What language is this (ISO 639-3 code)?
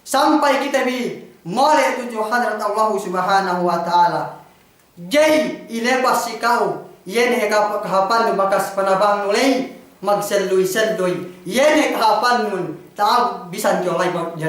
yka